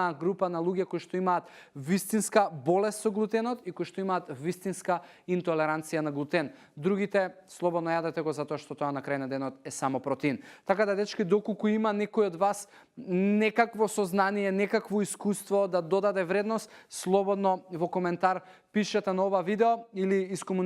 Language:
Macedonian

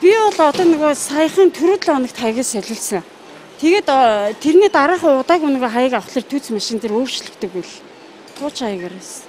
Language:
Mongolian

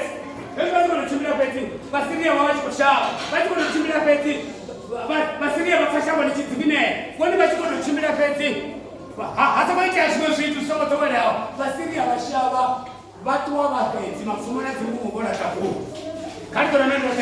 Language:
Venda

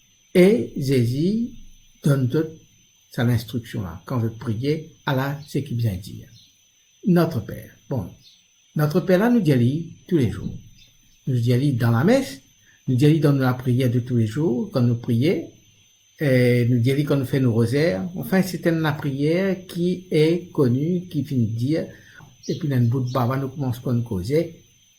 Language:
Morisyen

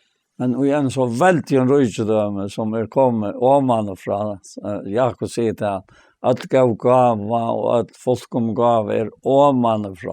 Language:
Faroese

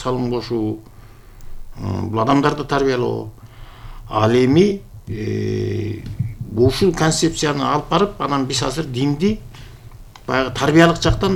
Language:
Kyrgyz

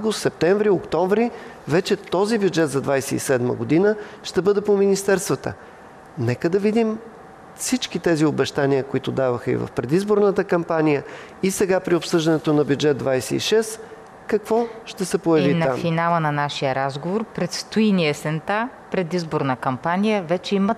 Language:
Bulgarian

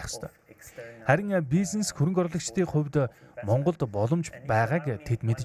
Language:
Mongolian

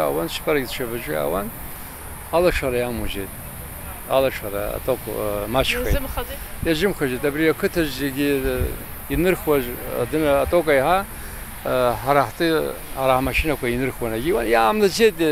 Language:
Abkhazian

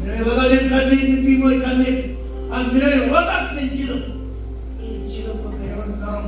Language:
Marshallese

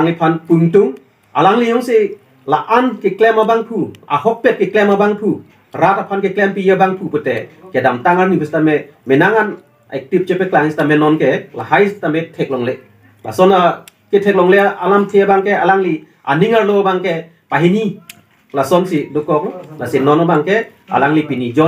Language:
Karbi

